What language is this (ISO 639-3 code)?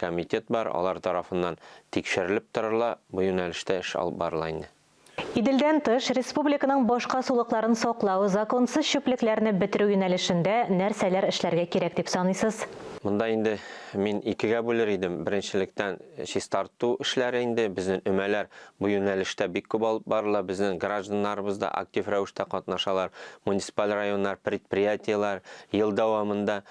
tat